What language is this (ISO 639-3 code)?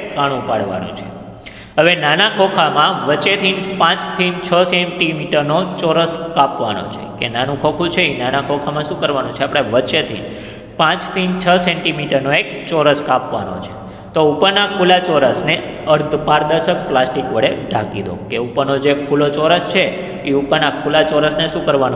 guj